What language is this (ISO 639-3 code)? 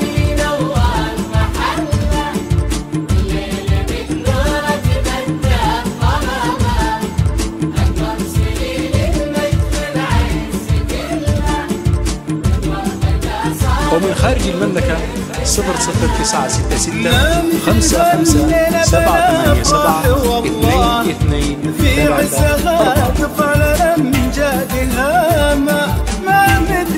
ara